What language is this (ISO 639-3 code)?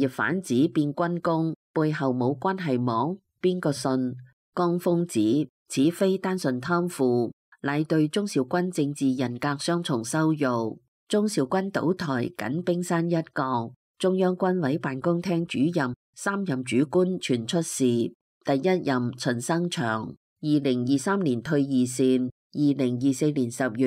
yue